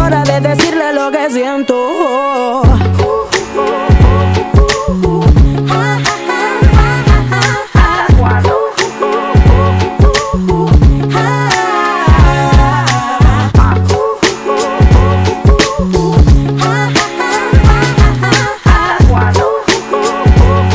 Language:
Spanish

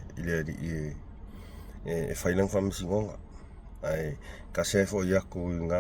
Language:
Samoan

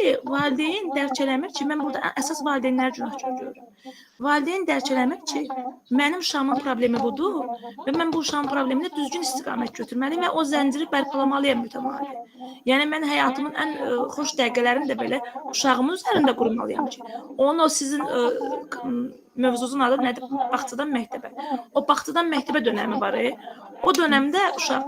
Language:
Azerbaijani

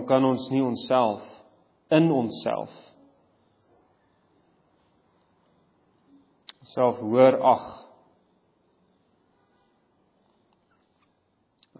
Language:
Afrikaans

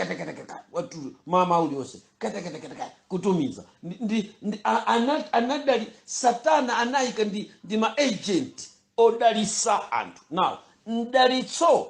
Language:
Nyanja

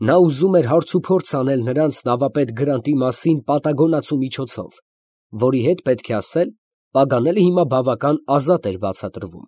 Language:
Armenian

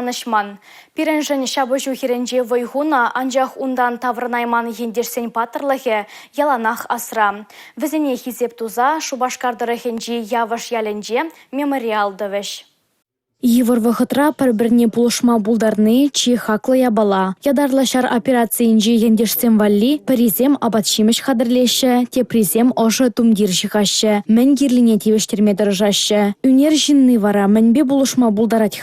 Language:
Chuvash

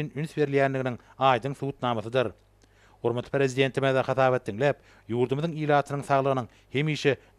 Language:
Turkmen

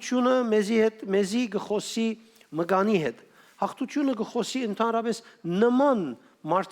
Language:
Western Armenian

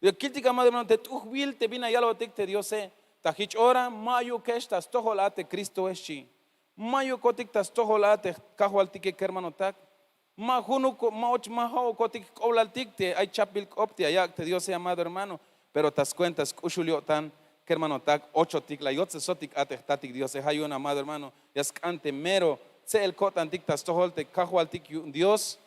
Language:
Tzeltal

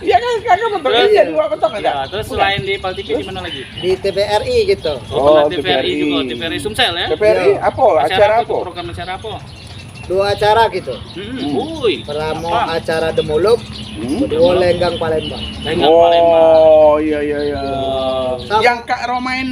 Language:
Musi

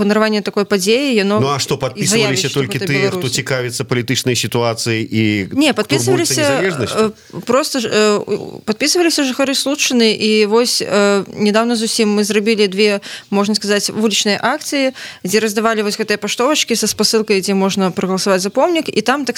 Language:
Belarusian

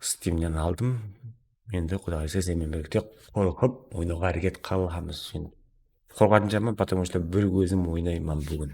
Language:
Kara-Kalpak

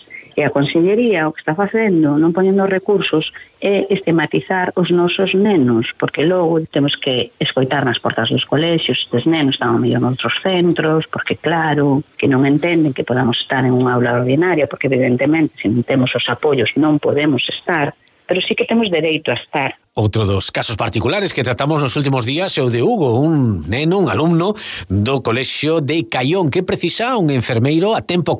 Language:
Galician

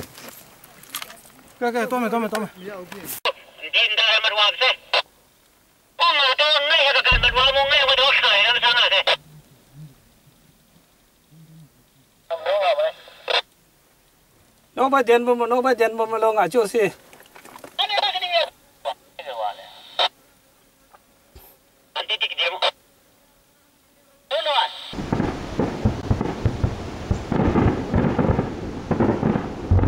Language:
Burmese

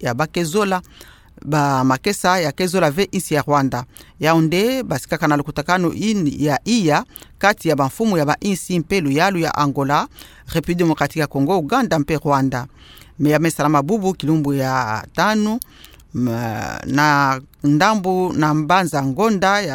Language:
Kituba (Democratic Republic of Congo)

